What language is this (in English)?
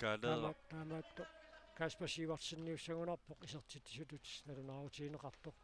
Kalaallisut